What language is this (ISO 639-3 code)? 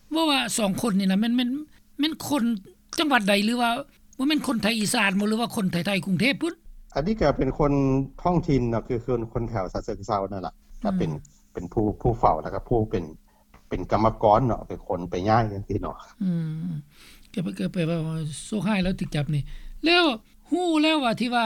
lao